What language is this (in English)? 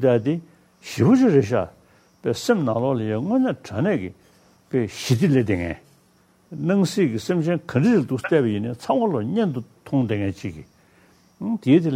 Tibetan